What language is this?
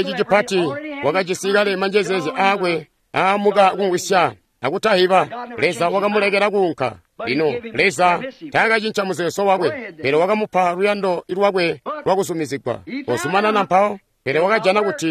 Tonga (Zambia)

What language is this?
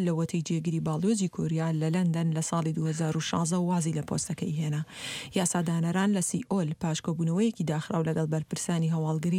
Central Kurdish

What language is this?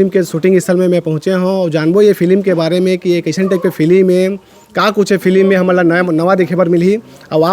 Chhattisgarhi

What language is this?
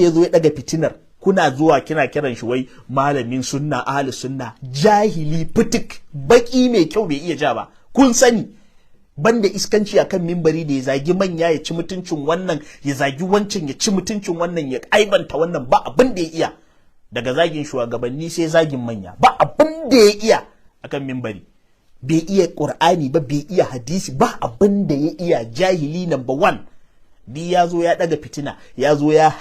Hausa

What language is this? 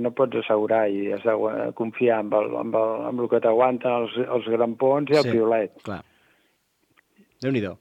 Catalan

